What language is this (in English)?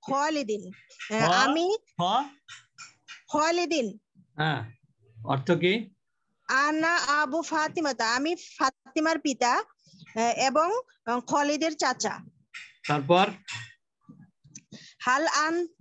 Bangla